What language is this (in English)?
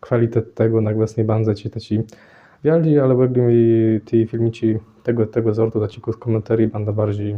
Kashubian